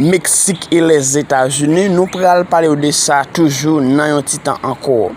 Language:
Haitian Creole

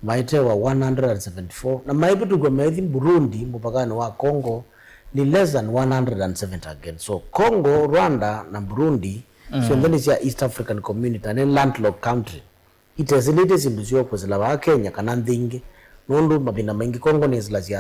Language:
Kamba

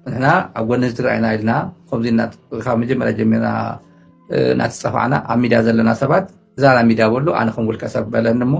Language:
Tigrinya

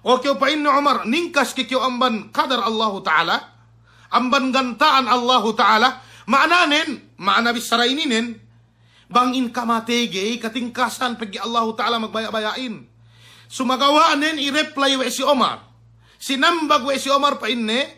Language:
Yakan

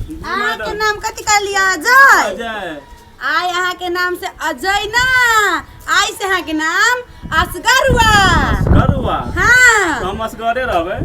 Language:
Maithili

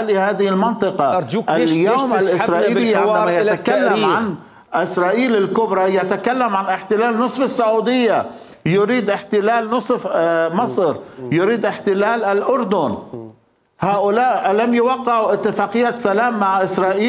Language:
Mesopotamian Arabic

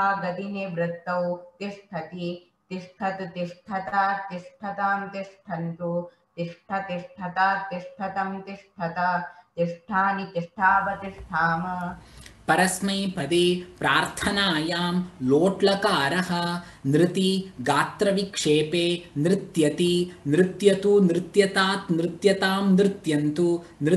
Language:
Sanskrit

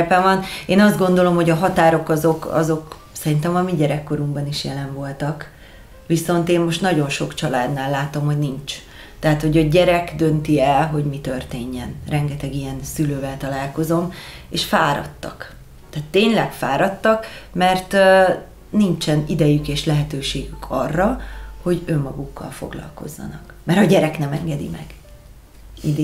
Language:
Hungarian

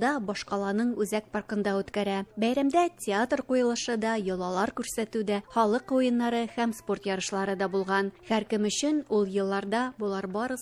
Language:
Tatar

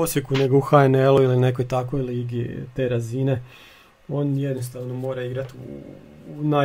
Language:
Croatian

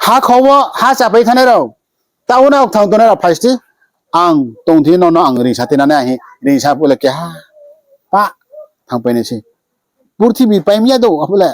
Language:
Riang (India)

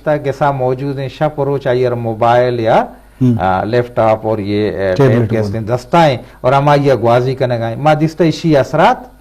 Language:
Eastern Balochi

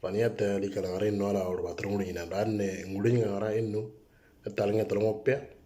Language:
Moro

